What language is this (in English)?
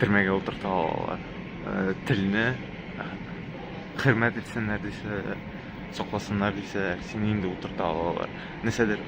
Tatar